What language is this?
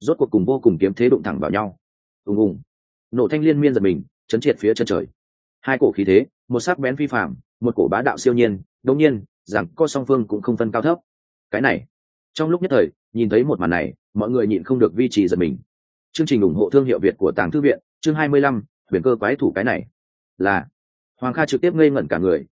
Vietnamese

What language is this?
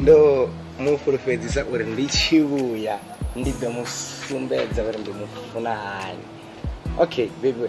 Venda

